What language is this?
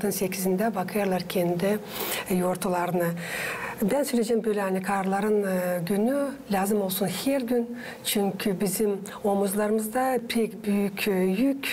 Gagauz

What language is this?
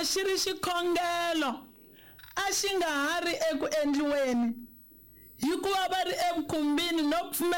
Tsonga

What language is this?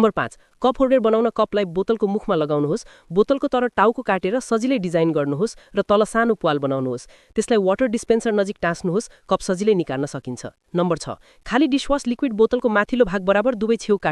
Nepali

